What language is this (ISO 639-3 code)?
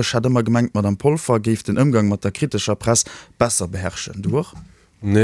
ltz